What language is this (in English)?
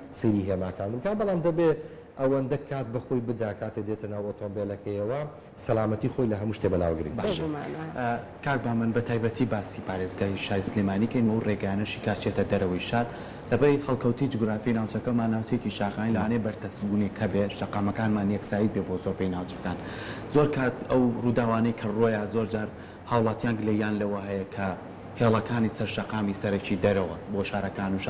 Central Kurdish